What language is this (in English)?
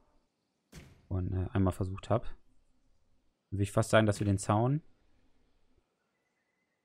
German